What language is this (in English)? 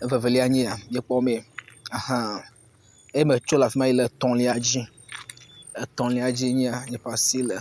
Ewe